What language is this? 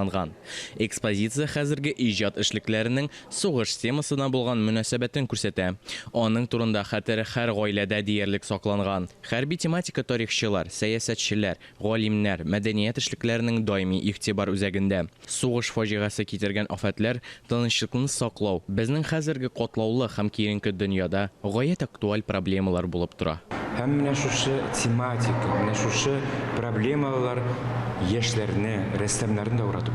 Tatar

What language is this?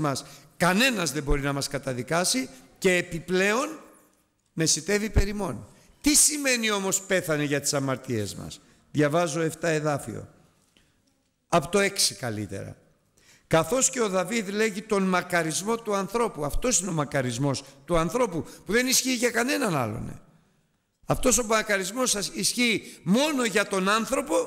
Greek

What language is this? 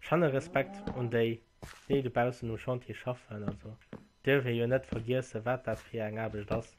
Luxembourgish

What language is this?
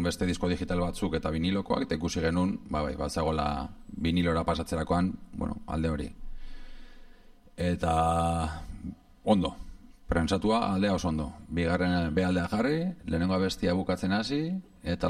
Basque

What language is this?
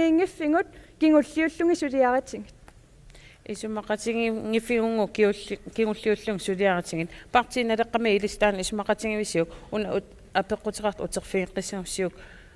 Kalaallisut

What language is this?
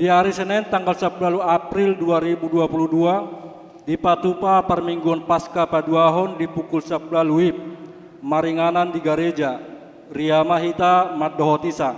Batak Toba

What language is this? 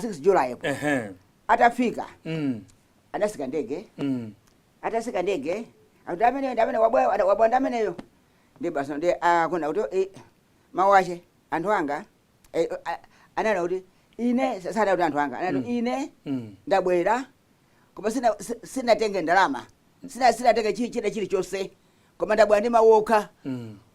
Nyanja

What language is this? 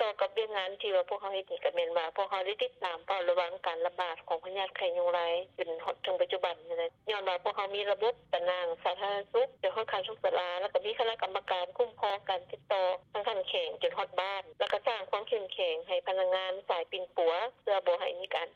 Lao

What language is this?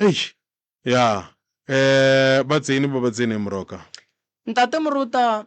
Northern Sotho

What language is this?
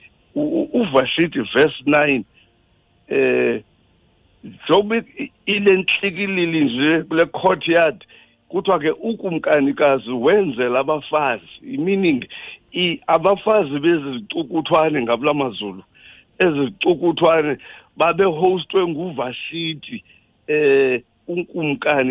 Xhosa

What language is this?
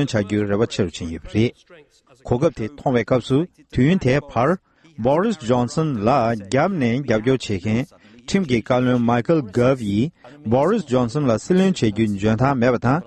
Tibetan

